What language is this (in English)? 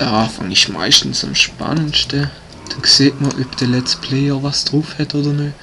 Swiss German